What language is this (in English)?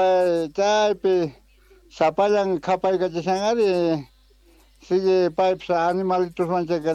Quechua